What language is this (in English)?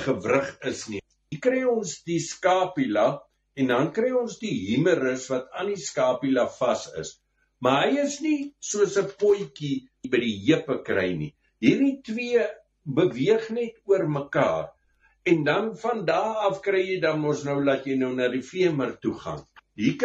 Afrikaans